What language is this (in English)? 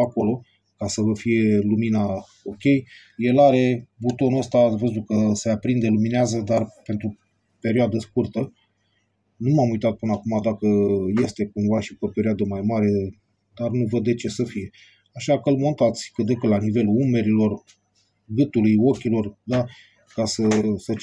Romanian